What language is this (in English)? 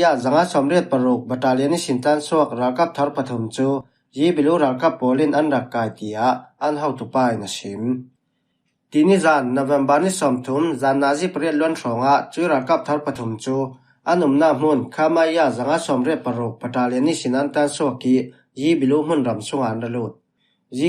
Falam Chin